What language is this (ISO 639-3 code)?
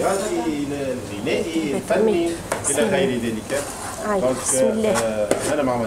aeb